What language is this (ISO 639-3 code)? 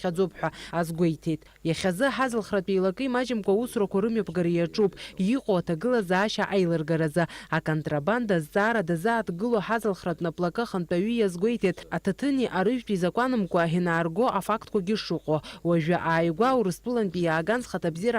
abk